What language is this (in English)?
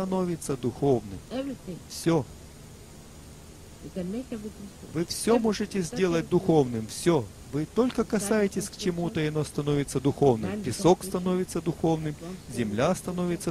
Russian